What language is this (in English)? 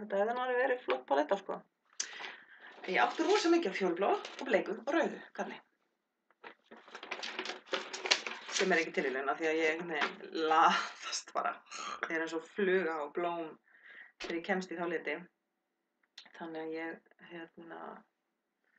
Icelandic